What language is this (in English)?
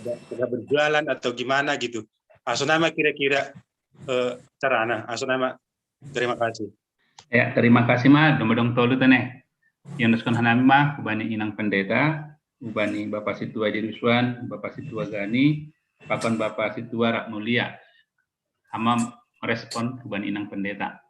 Batak Simalungun